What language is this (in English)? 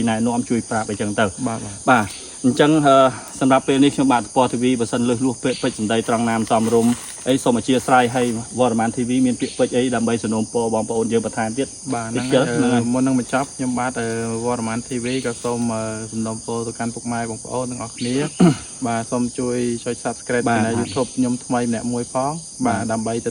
Khmer